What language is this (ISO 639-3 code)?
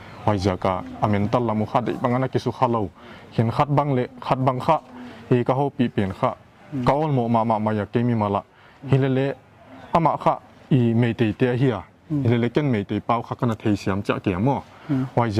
pck